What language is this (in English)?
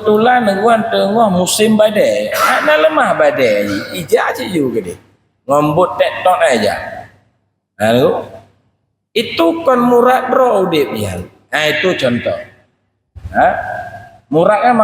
Achinese